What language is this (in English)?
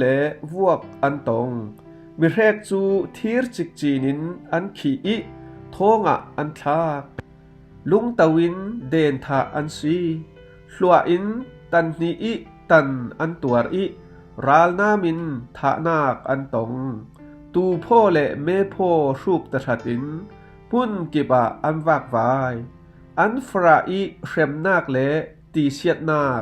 Falam Chin